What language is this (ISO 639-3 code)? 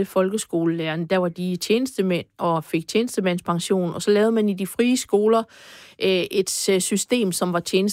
dan